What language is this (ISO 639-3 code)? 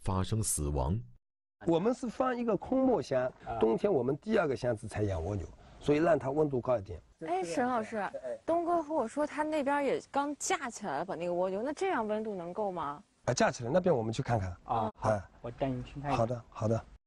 zho